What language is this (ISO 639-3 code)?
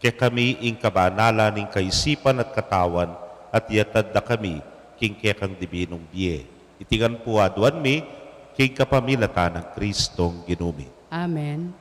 pam